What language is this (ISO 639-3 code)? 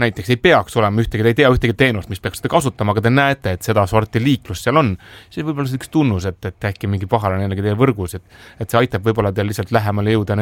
est